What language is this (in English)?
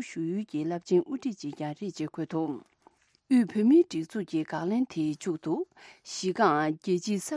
Tibetan